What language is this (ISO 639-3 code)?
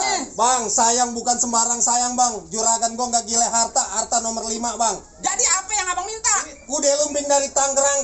bew